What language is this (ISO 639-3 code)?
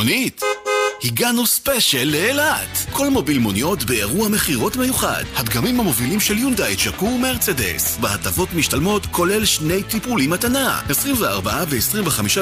heb